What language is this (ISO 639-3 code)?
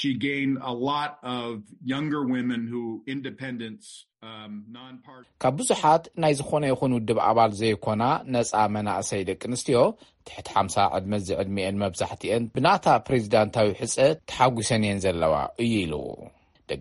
tir